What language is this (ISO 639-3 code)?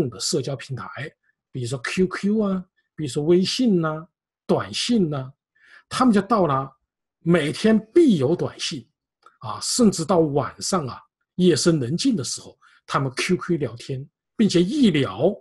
zho